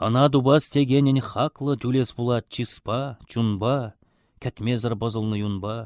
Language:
Chuvash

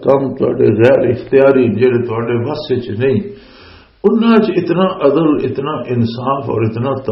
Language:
Western Panjabi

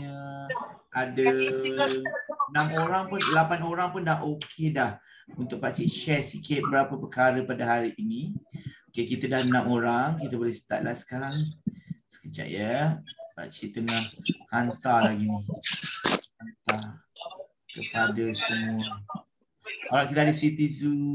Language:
Malay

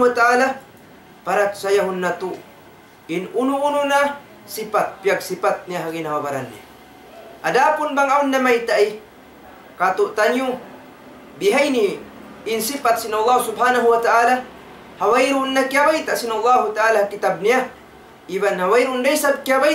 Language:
Tausug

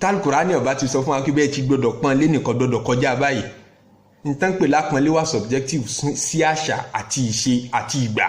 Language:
Yoruba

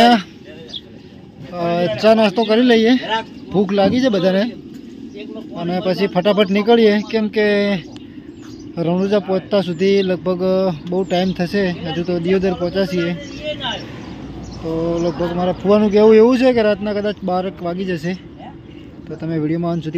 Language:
Gujarati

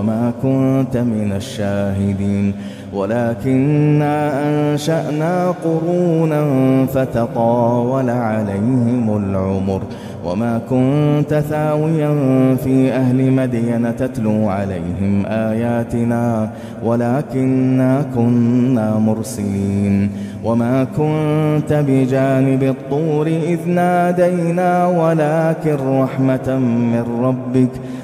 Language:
Arabic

